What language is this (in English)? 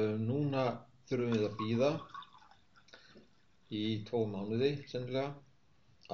Icelandic